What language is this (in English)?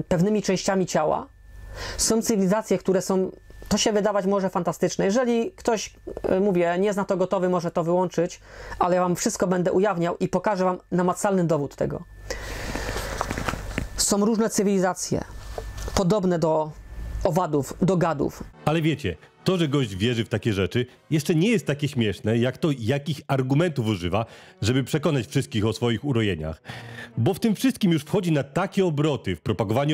Polish